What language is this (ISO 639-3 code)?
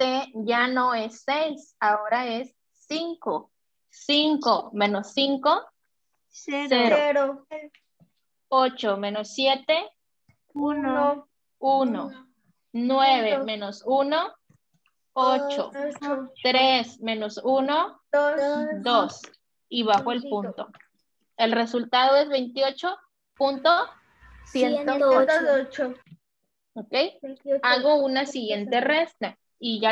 spa